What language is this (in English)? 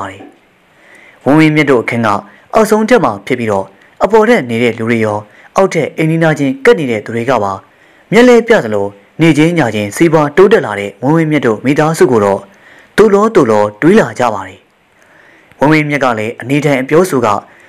Burmese